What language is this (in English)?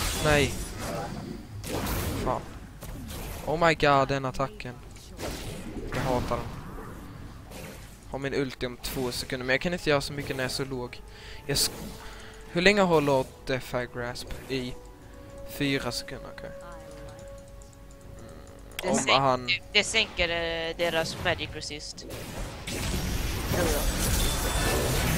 Swedish